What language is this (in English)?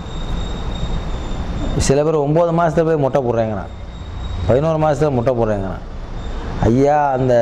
Tamil